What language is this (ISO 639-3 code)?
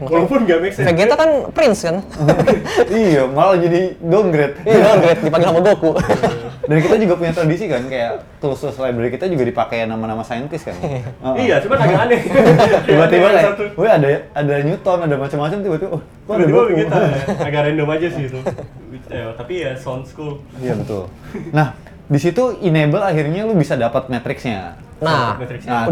ind